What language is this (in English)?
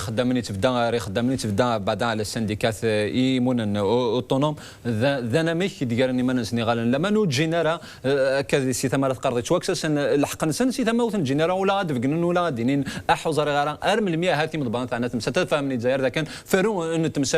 Kabyle